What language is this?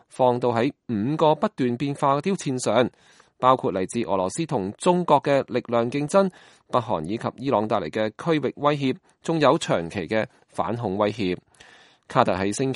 Cantonese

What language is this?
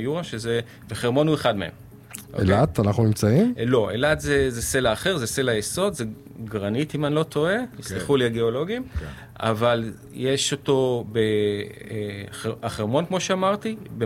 Hebrew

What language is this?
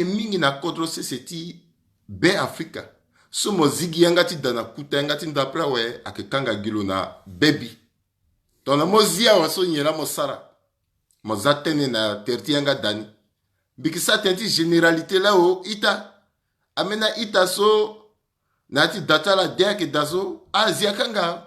Sango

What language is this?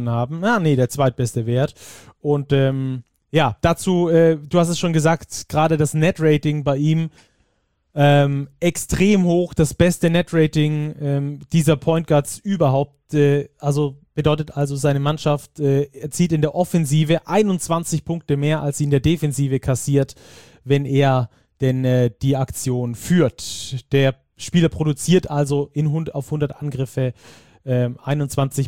German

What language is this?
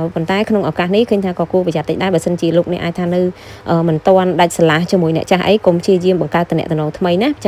Khmer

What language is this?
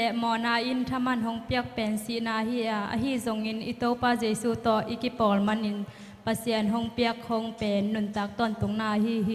Tedim Chin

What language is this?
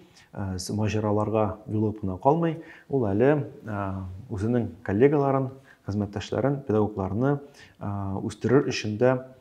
Tatar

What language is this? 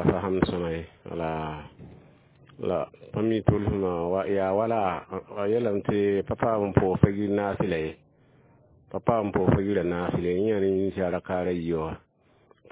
Mossi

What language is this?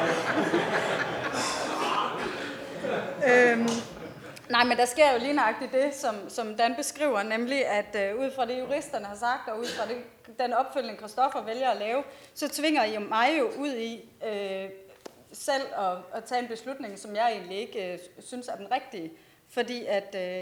Danish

